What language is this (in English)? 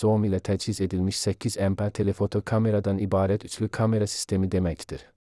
Azerbaijani